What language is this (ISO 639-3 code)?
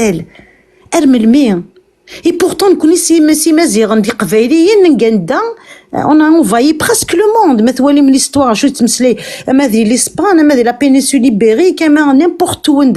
kab